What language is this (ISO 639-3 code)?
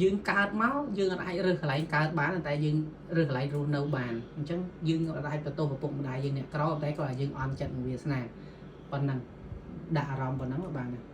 khm